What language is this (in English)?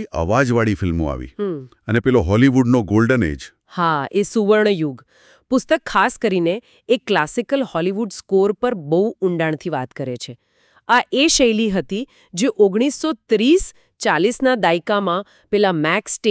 Gujarati